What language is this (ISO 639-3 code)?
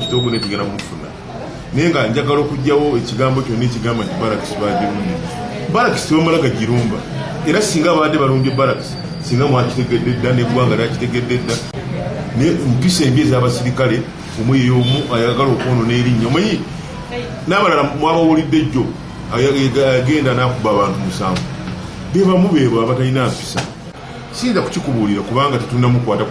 lug